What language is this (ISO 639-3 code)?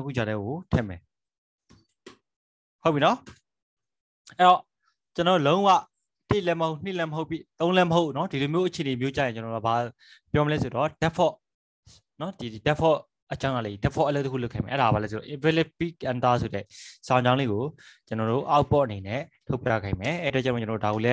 mya